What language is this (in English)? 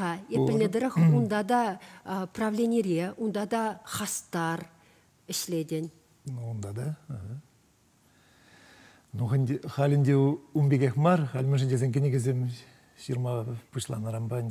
Chuvash